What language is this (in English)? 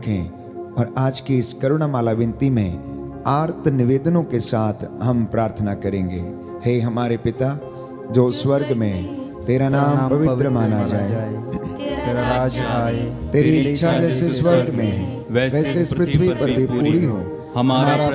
Hindi